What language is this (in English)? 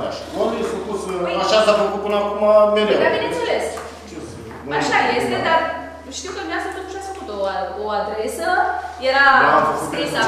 Romanian